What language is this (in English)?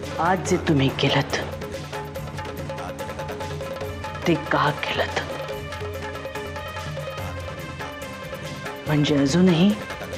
Marathi